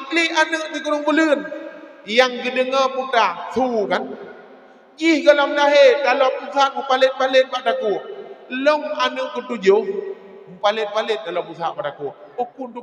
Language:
Achinese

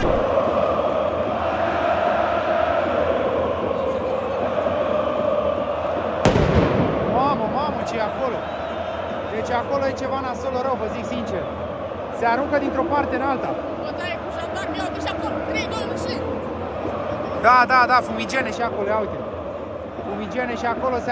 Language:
Romanian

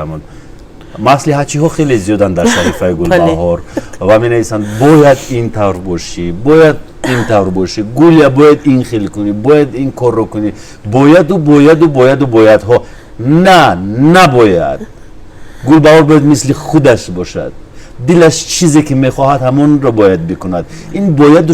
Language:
Tajik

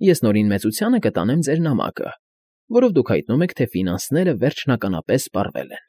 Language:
Armenian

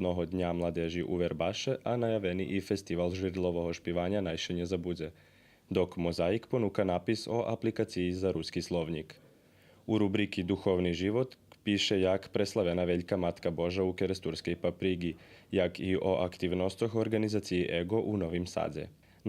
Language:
Rusyn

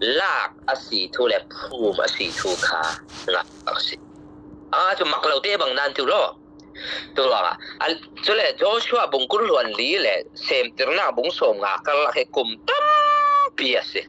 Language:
Falam Chin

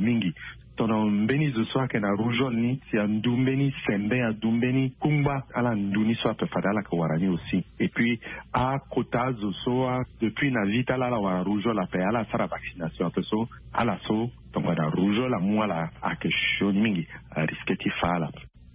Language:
Sango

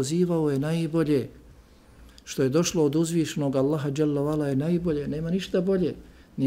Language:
Bosnian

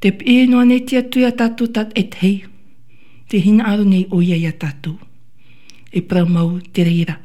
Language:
Tahitian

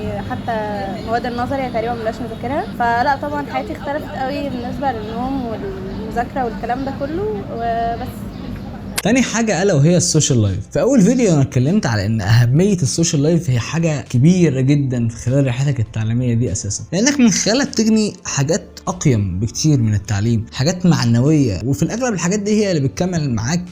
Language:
Egyptian Arabic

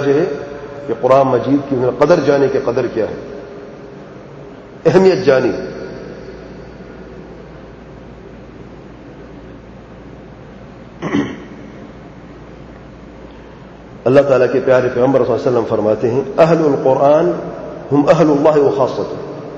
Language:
Urdu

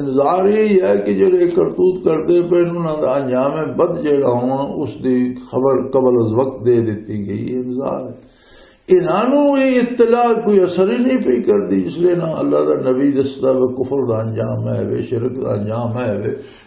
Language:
Western Panjabi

